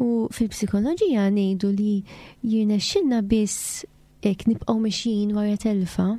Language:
Maltese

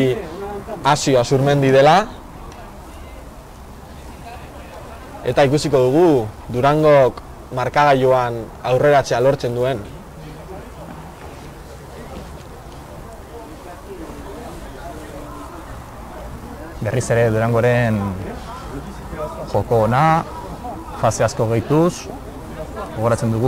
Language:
Basque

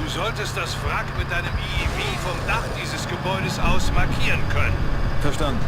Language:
Bavarian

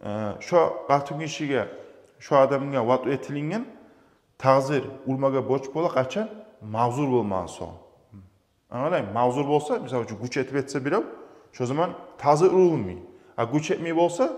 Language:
Kumyk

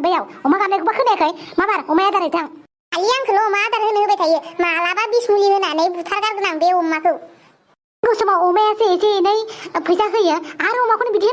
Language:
Bodo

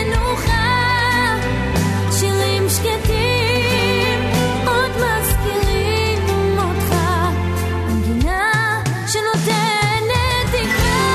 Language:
Hebrew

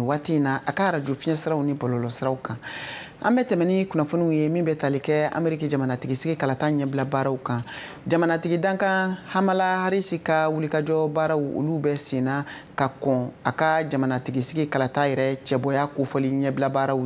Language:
Bambara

